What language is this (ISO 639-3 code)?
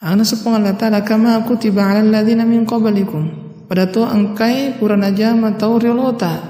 bug